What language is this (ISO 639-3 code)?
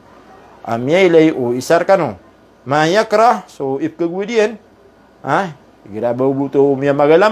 mrw